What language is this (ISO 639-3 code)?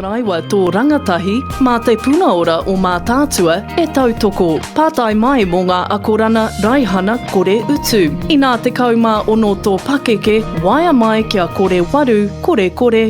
mri